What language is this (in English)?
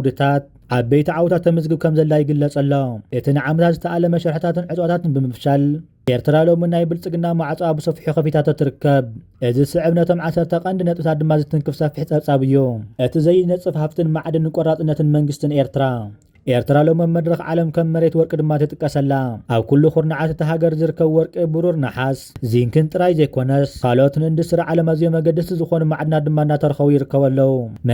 Tigrinya